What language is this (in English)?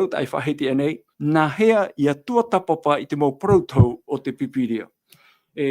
Tahitian